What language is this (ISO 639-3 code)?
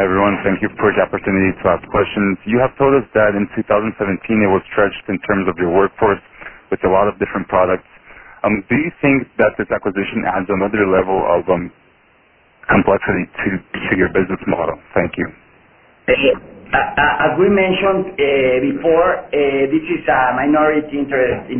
eng